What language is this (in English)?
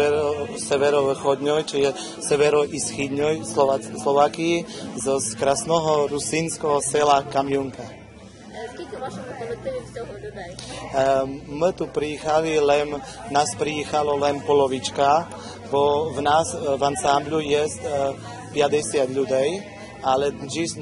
Rusyn